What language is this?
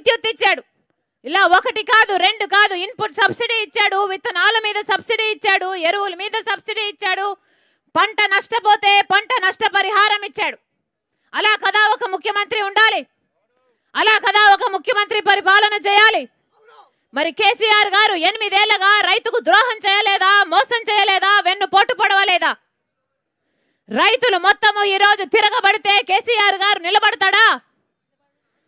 Telugu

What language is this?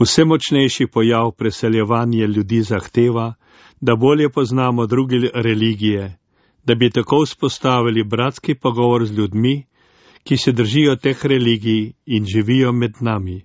Slovenian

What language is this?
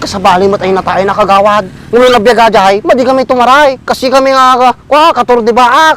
Iloko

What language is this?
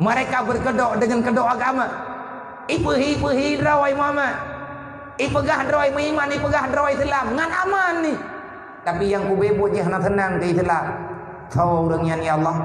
Achinese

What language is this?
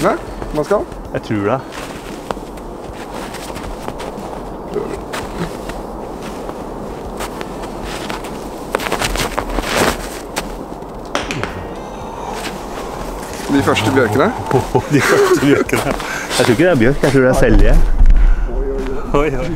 Norwegian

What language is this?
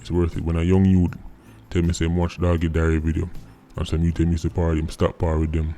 Jamaican Creole English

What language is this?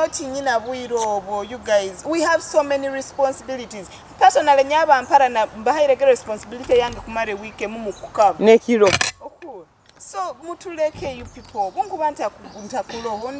Nyoro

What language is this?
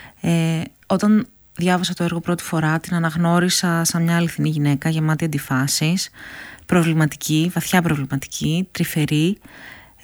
Greek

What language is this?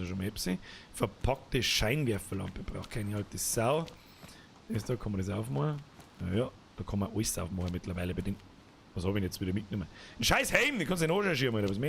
Bavarian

